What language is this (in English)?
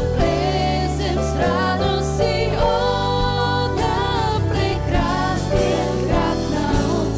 Bulgarian